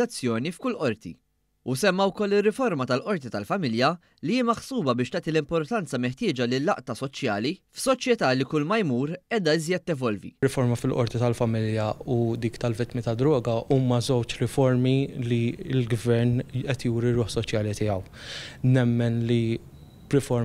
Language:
Maltese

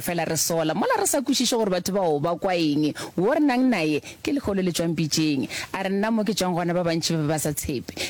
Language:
Northern Sotho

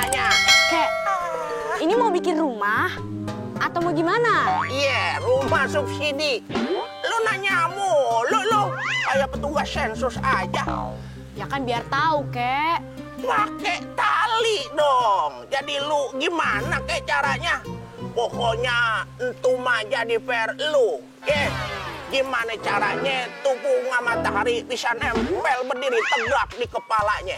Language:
Betawi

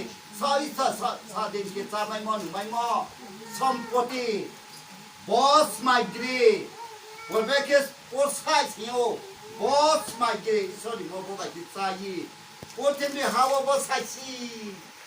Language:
Riang (India)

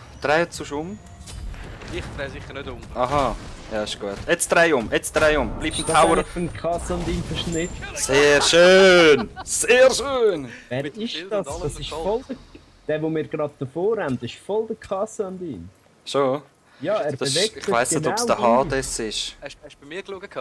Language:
Swiss German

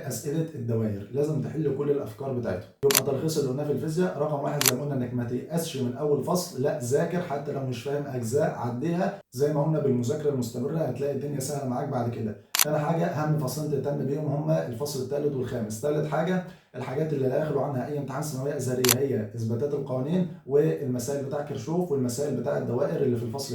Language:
Egyptian Arabic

